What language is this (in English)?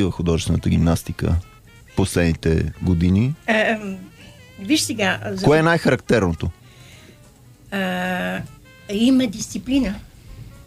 Bulgarian